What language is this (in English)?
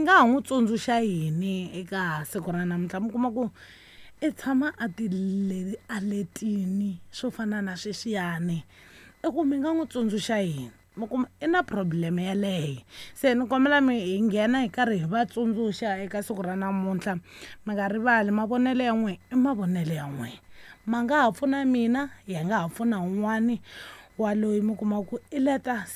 Tsonga